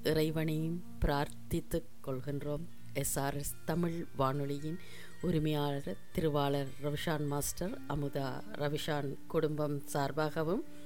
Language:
Tamil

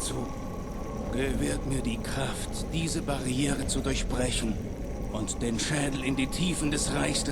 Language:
Bavarian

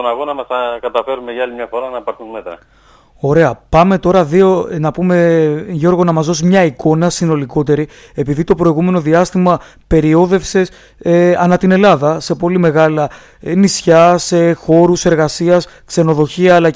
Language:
Greek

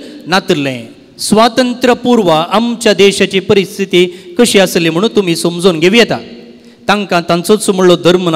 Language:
Konkani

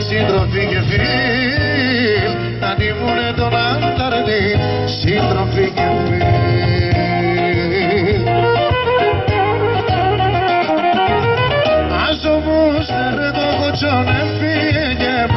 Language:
Greek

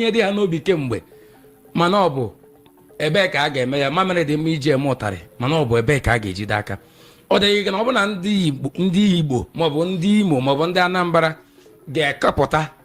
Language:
Igbo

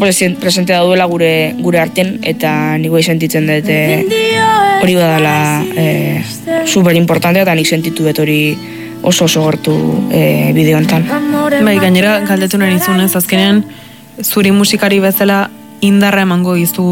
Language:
Basque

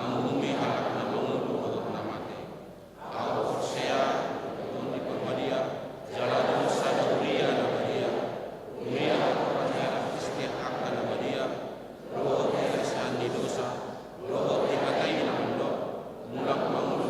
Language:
Batak Toba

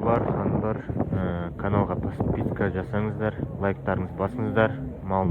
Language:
Kazakh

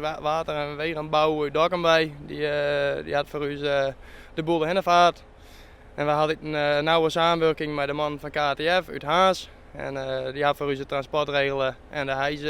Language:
Western Frisian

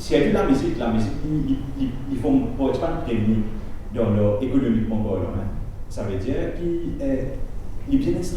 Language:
Morisyen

